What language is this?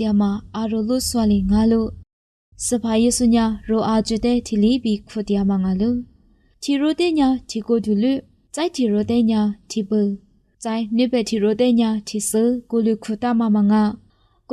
Lisu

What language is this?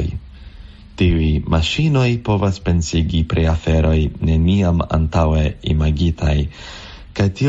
Esperanto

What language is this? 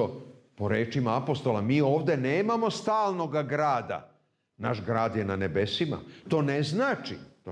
Serbian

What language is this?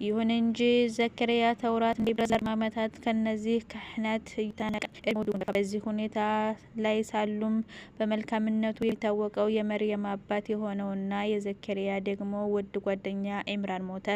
Amharic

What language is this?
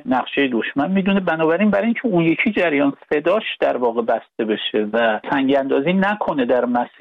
Persian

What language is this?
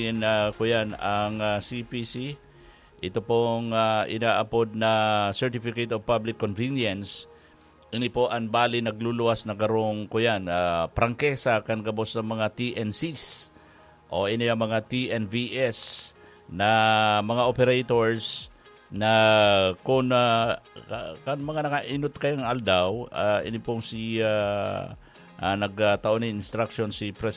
Bikol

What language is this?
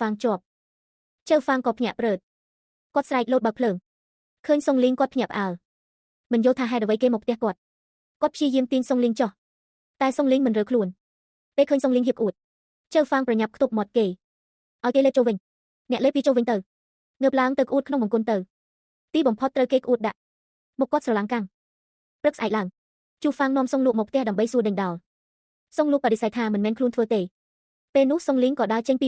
Khmer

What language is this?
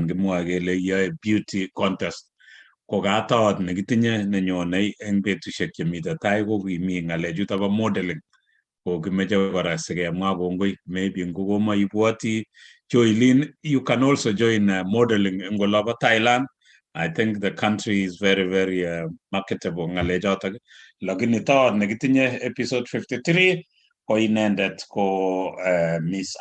Kalenjin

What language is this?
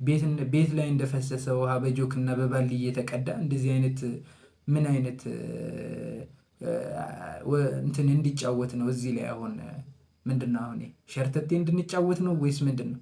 Amharic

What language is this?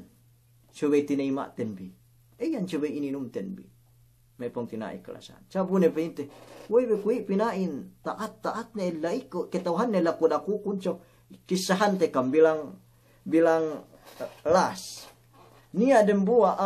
Yakan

